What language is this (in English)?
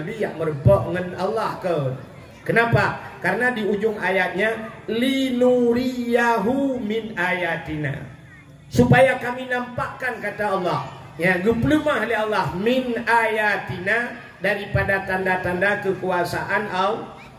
Malay